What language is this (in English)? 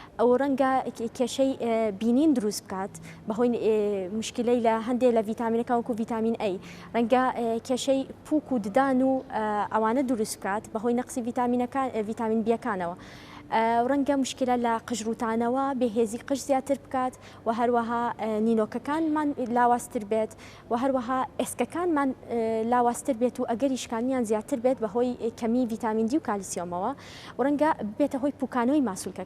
Central Kurdish